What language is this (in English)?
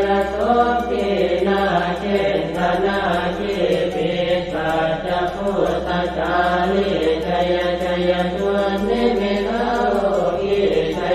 Pali